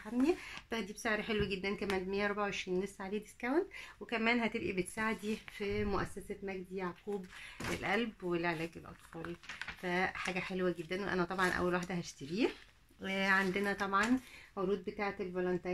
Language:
Egyptian Arabic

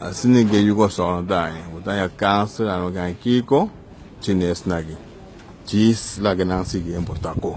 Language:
Papiamento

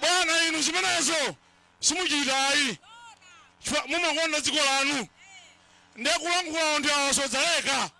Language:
Nyanja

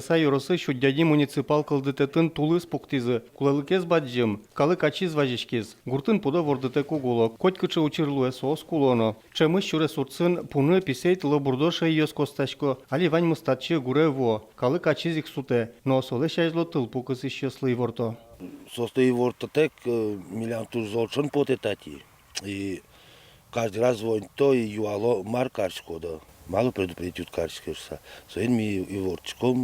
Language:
Udmurt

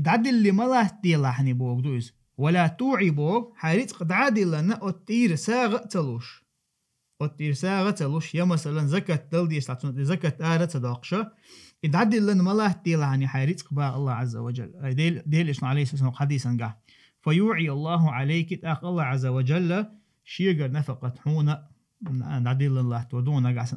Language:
Chechen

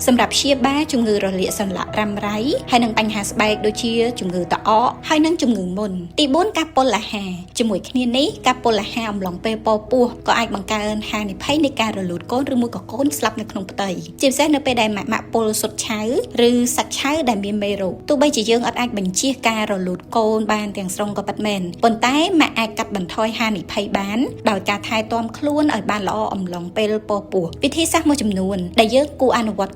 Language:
Khmer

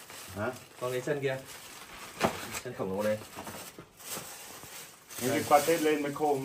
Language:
Vietnamese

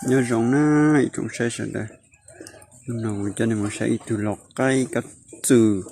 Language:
Hmong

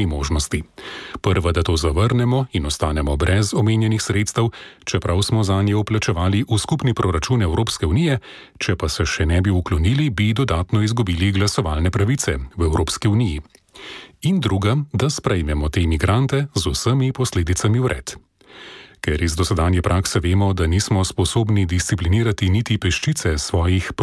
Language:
Slovenian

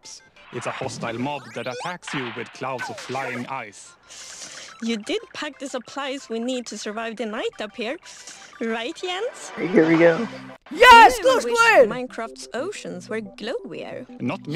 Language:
English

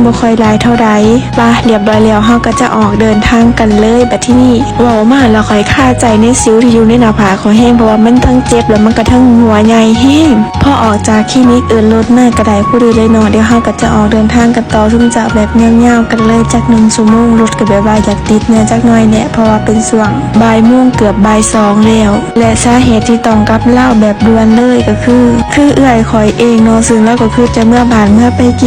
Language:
Lao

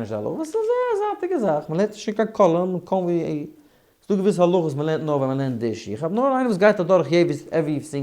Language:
Yiddish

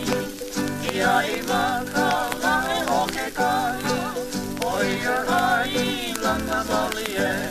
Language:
Hawaiian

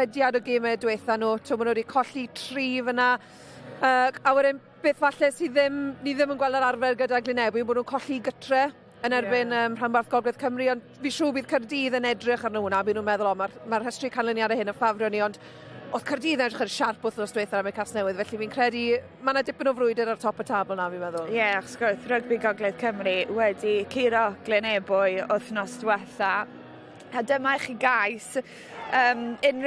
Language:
Welsh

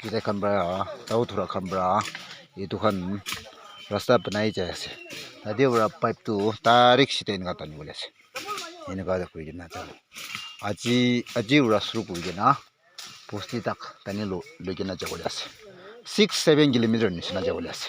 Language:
Naga Pidgin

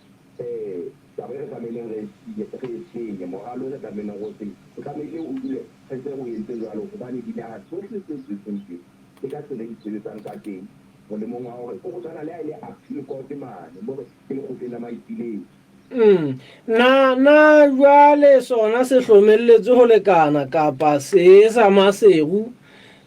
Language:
Southern Sotho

